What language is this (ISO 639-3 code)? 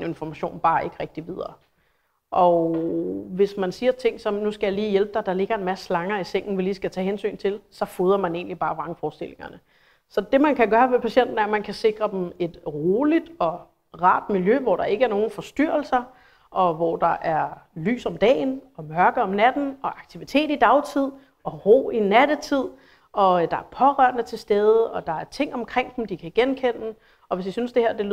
dan